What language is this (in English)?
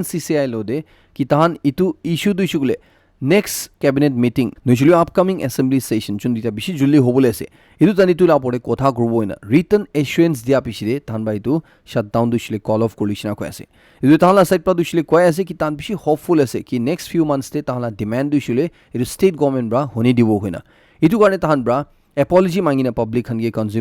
Naga Pidgin